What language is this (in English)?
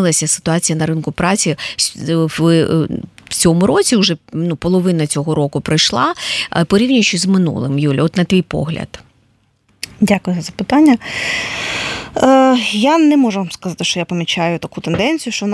Ukrainian